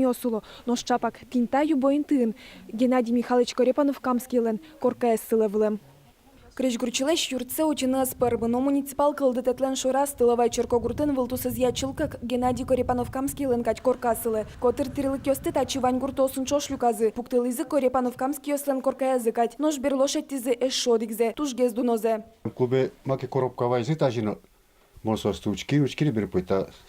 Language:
Udmurt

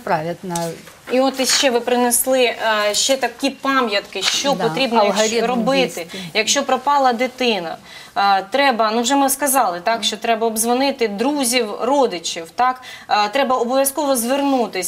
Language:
Ukrainian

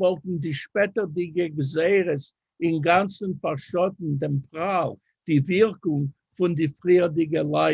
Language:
Yiddish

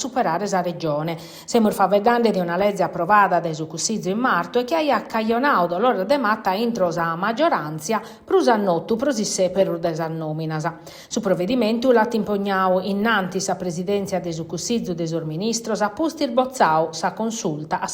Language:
Sardinian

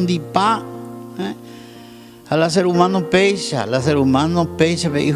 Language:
Guarani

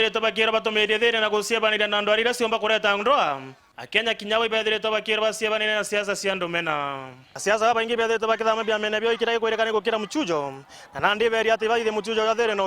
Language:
Meru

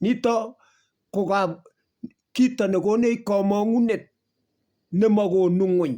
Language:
Kalenjin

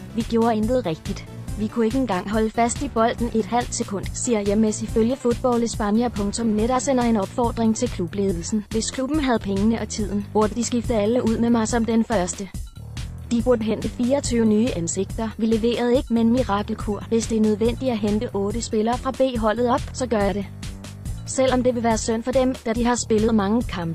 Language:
Danish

